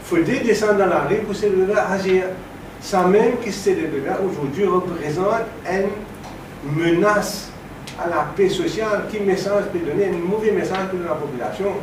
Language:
Morisyen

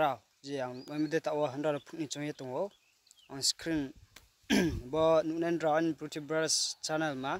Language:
Riang (India)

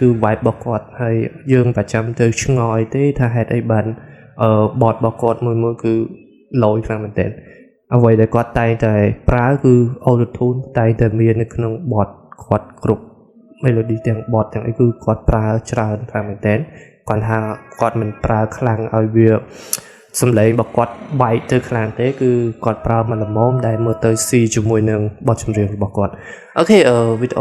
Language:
Khmer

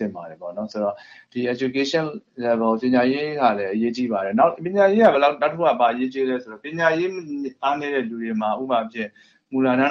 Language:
Burmese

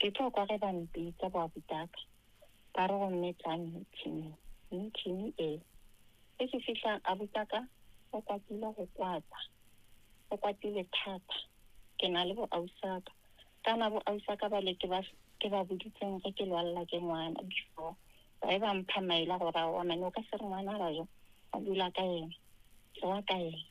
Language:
Northern Sotho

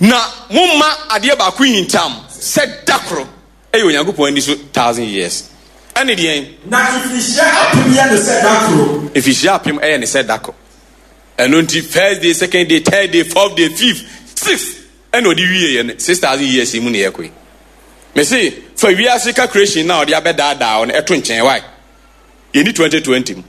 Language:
Akan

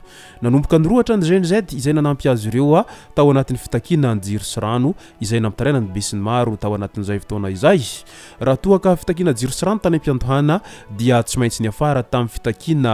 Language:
Malagasy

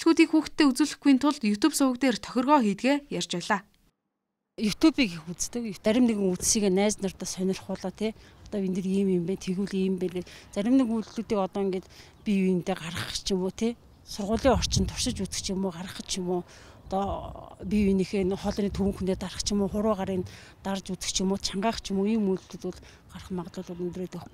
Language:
Mongolian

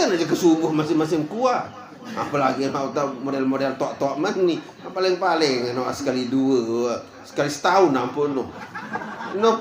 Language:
Sasak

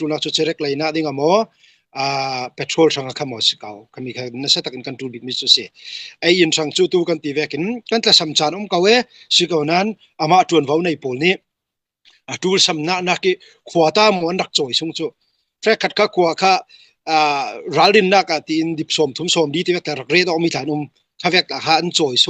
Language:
Falam Chin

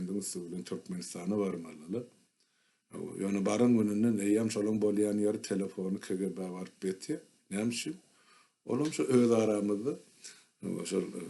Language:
Turkmen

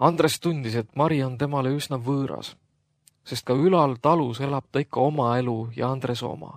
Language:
Estonian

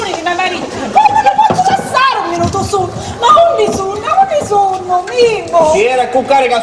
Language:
Sicilian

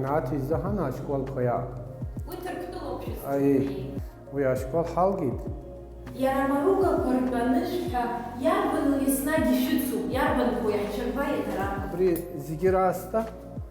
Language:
Abkhazian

